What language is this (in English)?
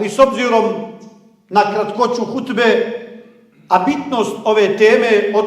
Bosnian